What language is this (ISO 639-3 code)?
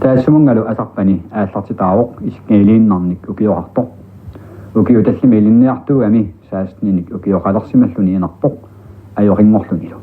kal